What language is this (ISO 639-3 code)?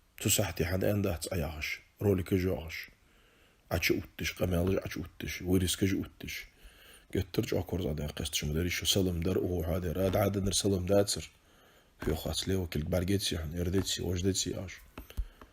inh